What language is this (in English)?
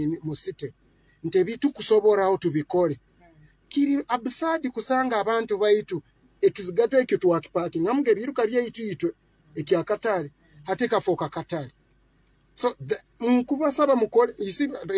Nyoro